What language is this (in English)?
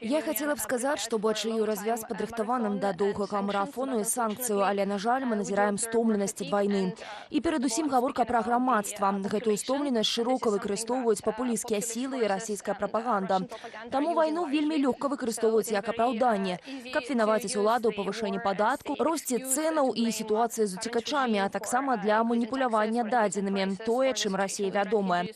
Belarusian